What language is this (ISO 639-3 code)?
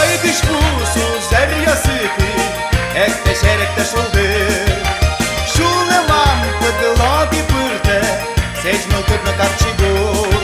udm